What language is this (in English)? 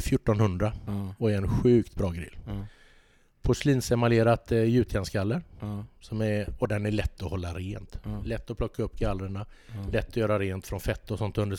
Swedish